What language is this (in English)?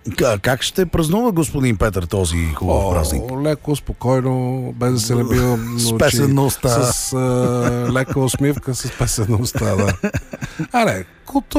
Bulgarian